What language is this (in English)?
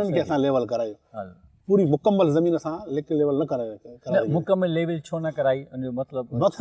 Sindhi